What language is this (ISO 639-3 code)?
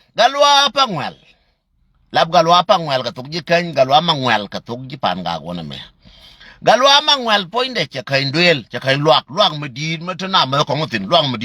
nus